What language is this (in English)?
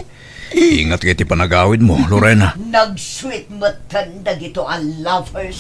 Iloko